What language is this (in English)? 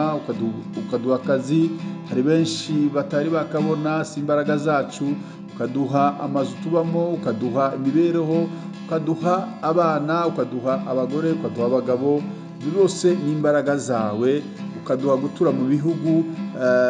Kinyarwanda